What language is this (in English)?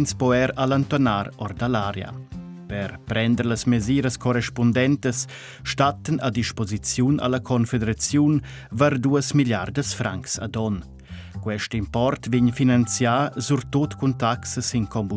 Romansh